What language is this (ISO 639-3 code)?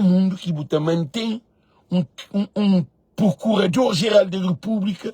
kea